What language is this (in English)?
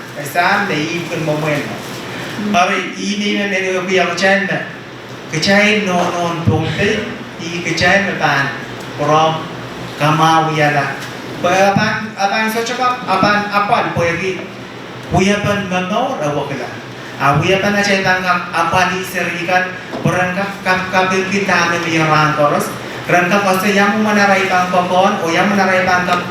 Pohnpeian